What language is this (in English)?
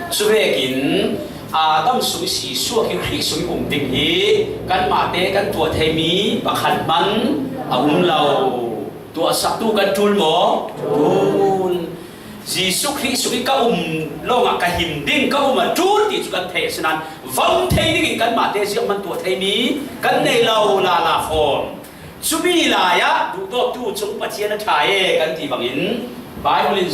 Falam Chin